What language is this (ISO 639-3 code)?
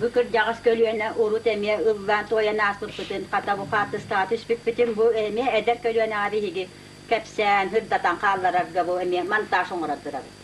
sah